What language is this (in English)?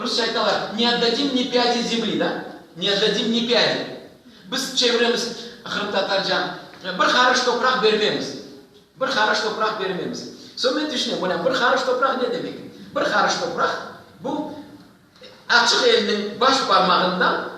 Crimean Tatar